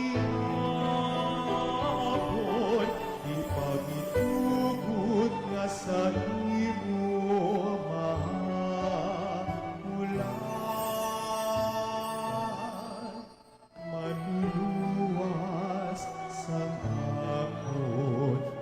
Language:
Hiligaynon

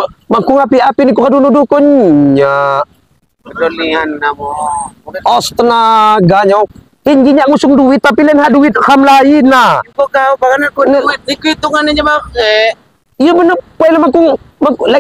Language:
Lampung Api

